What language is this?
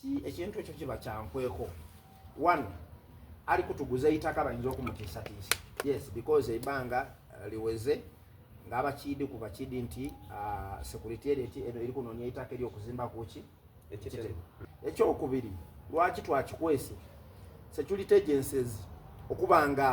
Soga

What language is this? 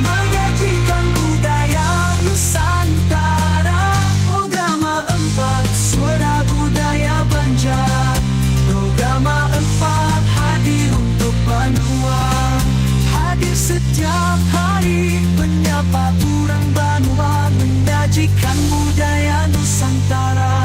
Banjar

